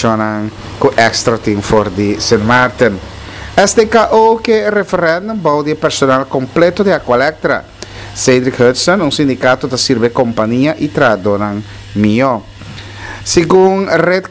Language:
Papiamento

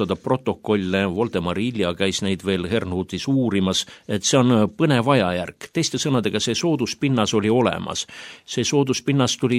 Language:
Estonian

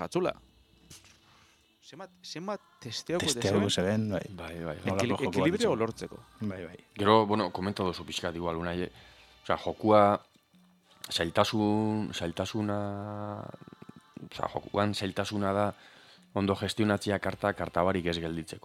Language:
Basque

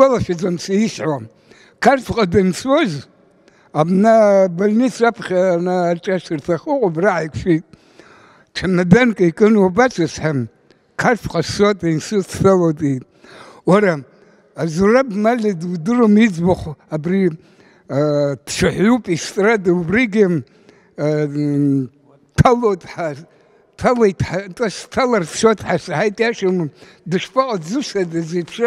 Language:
Abkhazian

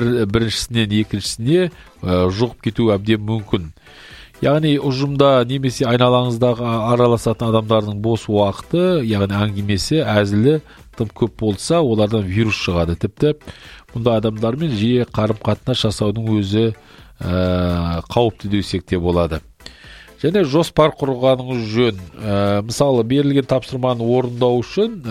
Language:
Kazakh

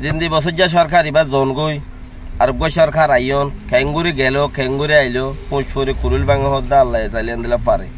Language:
Rohingya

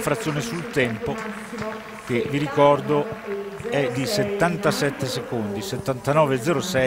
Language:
Italian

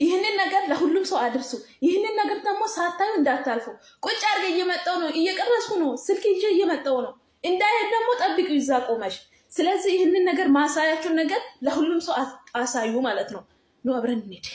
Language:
Amharic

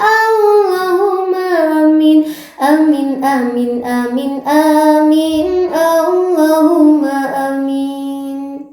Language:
Sundanese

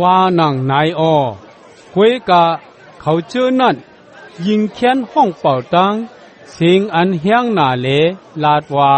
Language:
Shan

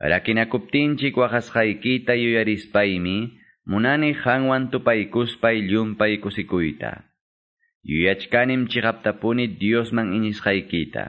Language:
Quechua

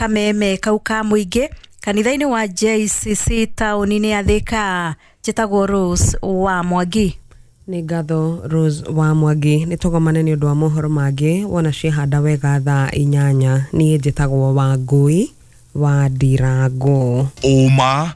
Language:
Kikuyu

